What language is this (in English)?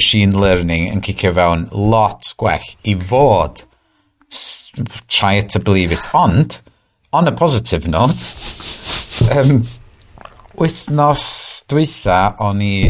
Welsh